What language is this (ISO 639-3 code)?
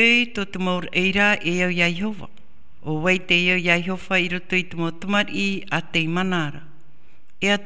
tah